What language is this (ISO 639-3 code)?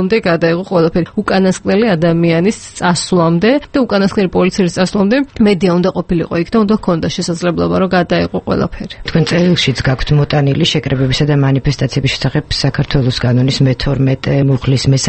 kat